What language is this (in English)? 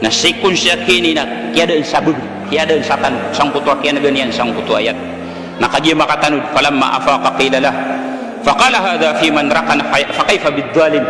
Maranao